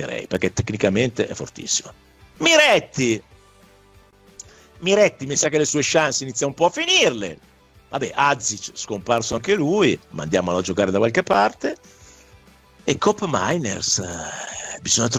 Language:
Italian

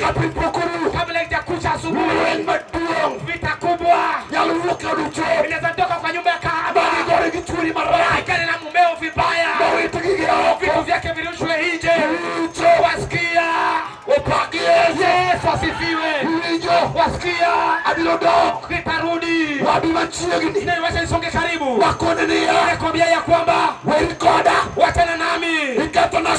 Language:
Luo (Kenya and Tanzania)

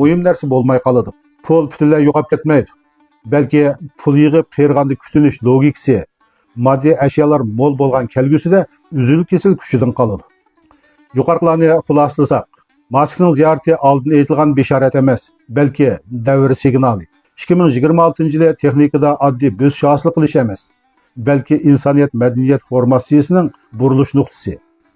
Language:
Uyghur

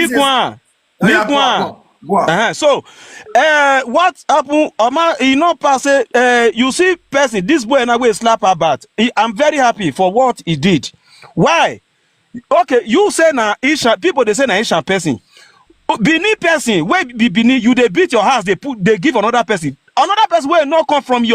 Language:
Nigerian Pidgin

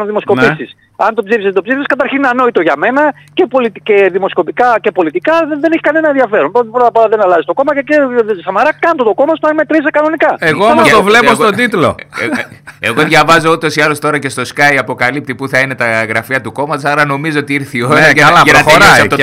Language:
Greek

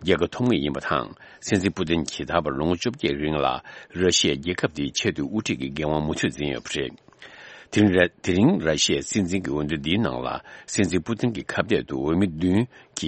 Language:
Tibetan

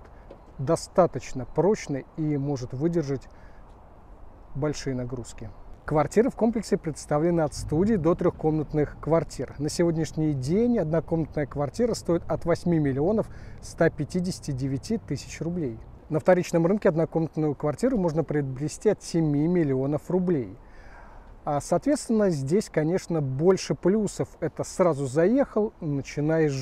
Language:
Russian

